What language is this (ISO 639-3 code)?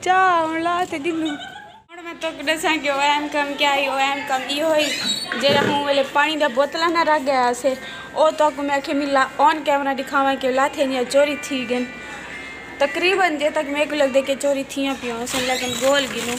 skr